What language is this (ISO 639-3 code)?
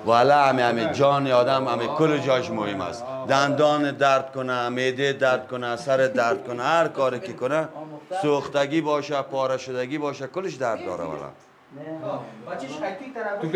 fas